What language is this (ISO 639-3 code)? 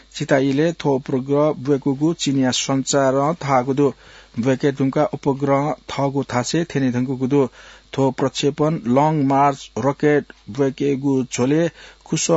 new